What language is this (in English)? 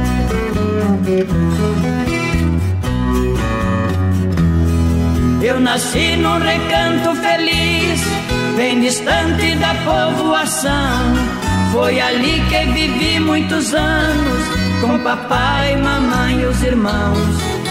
Portuguese